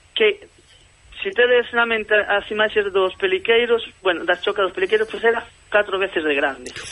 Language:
Galician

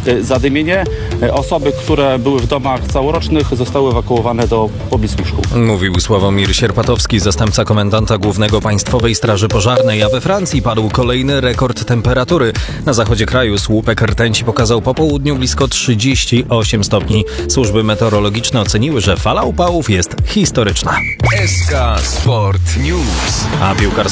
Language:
Polish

